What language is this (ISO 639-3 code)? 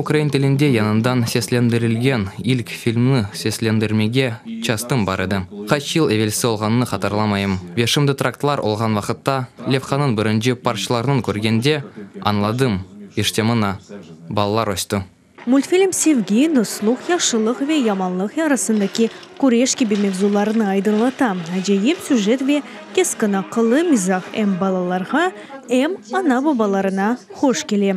crh